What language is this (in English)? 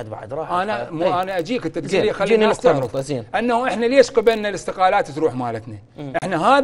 Mesopotamian Arabic